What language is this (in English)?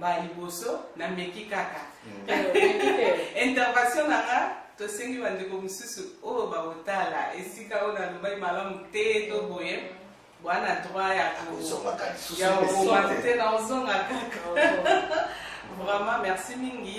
Lingala